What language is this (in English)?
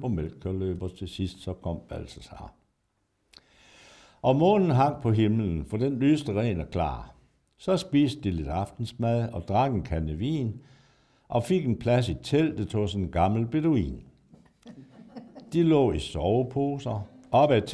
Danish